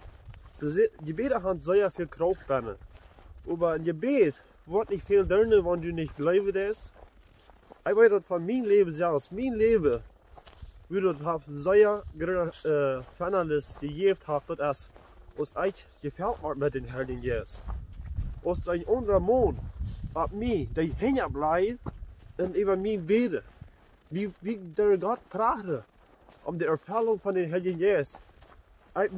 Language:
Plautdietsch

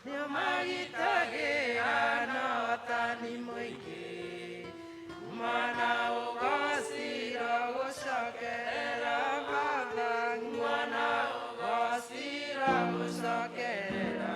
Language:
Kikuyu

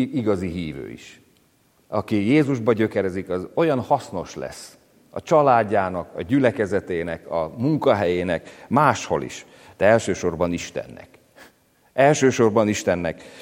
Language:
Hungarian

